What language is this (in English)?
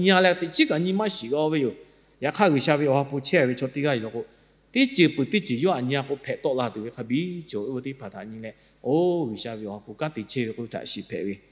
Lahu